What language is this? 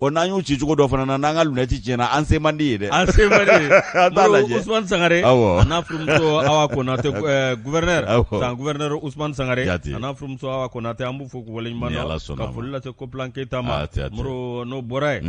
Bambara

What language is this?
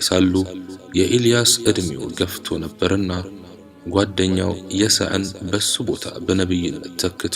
Amharic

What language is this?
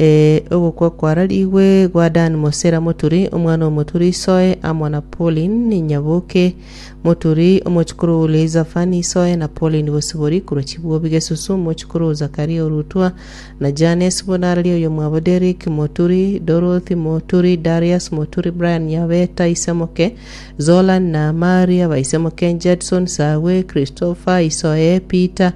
Gusii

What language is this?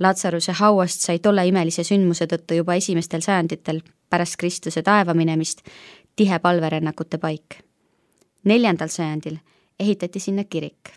Estonian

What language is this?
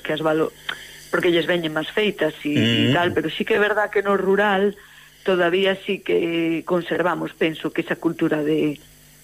Galician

